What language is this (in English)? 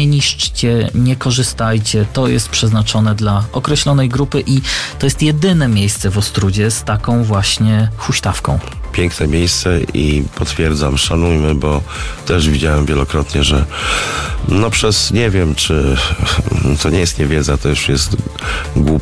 Polish